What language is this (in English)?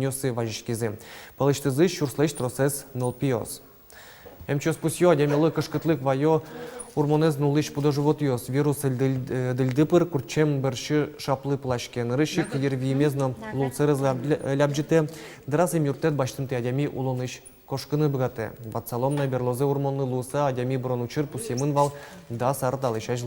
Udmurt